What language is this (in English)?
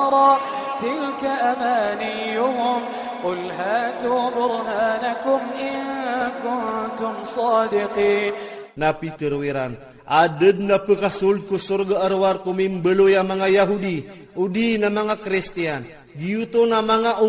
Iranun (Philippines)